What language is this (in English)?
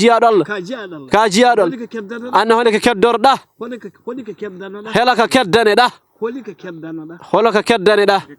Fula